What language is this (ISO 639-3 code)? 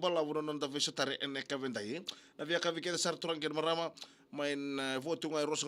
fij